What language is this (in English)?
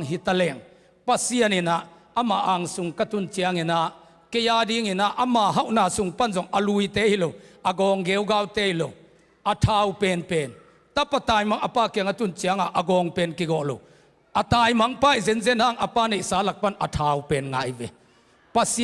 Tedim Chin